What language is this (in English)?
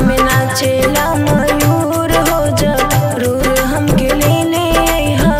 Bhojpuri